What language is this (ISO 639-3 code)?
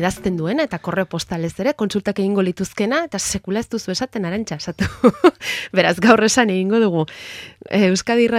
eus